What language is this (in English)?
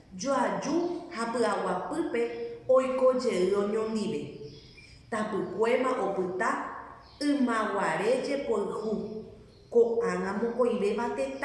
Guarani